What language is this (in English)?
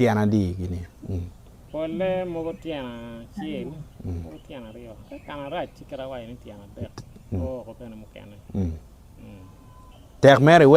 Acoli